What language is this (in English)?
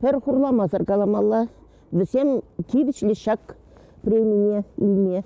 Chuvash